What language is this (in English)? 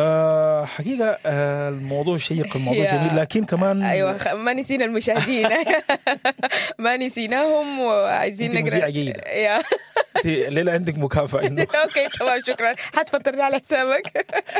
Sudanese Arabic